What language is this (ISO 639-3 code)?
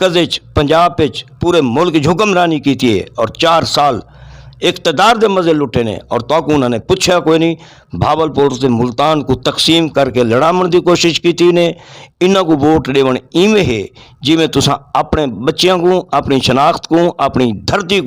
skr